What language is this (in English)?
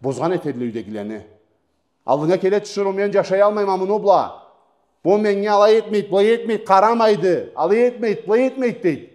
Karachay-Balkar